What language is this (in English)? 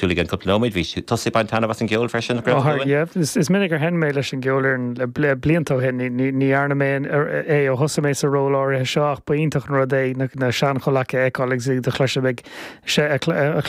Irish